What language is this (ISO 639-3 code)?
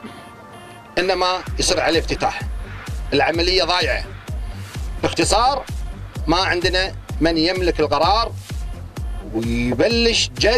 afb